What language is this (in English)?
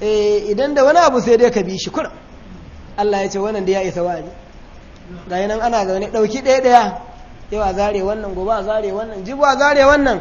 Hausa